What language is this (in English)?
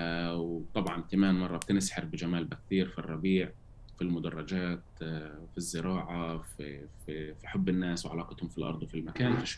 North Levantine Arabic